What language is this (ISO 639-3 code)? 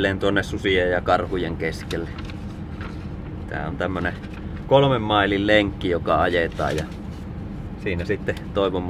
fin